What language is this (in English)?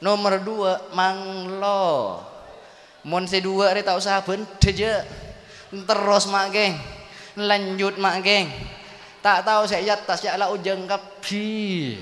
Madurese